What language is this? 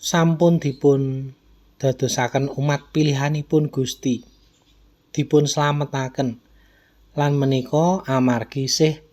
Javanese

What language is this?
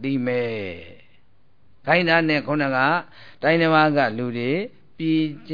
Burmese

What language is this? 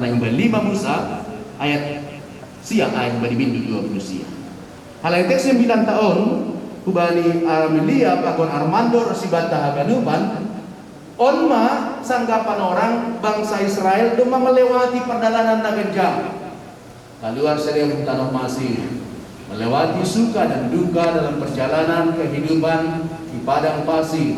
Batak Simalungun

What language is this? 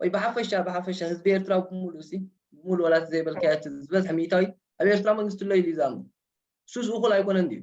Tigrinya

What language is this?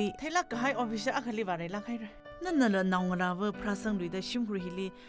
Tangkhul Naga (India)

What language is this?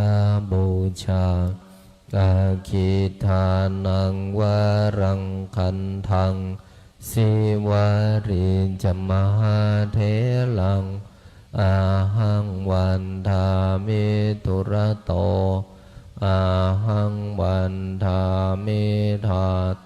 Pali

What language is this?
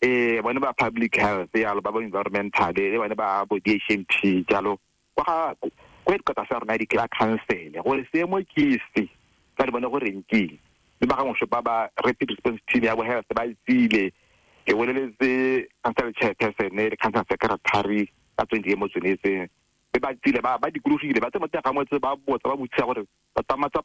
Tswana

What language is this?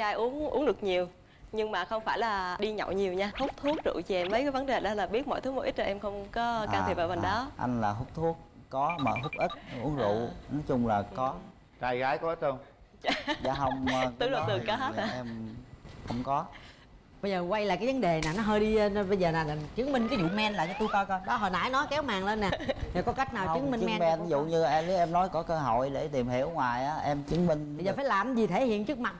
Vietnamese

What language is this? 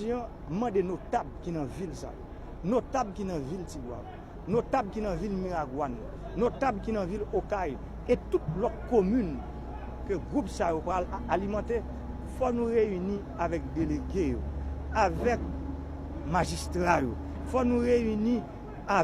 Haitian Creole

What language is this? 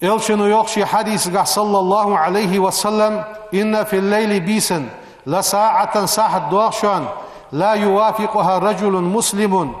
Ingush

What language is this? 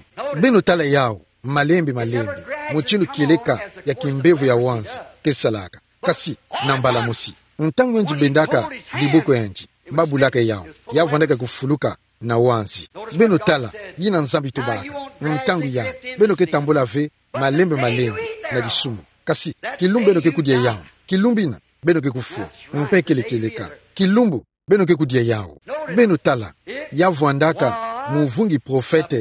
Kituba (Democratic Republic of Congo)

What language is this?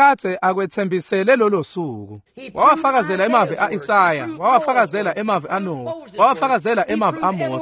Swati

